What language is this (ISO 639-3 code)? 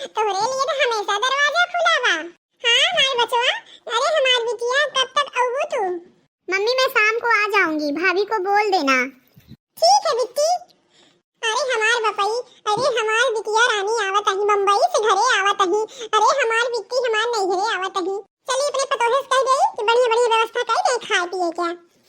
awa